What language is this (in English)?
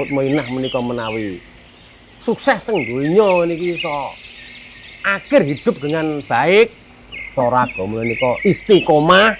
Javanese